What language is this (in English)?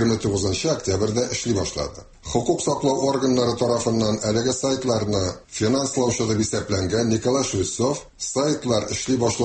Tatar